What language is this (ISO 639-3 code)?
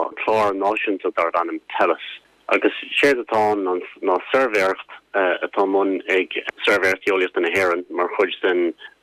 gle